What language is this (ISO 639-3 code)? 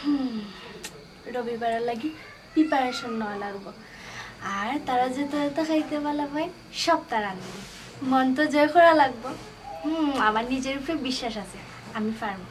syl